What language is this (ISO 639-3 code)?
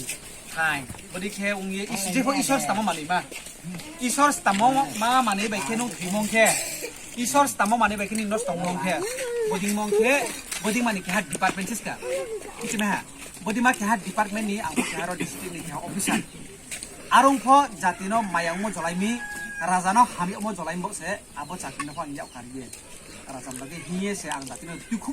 ria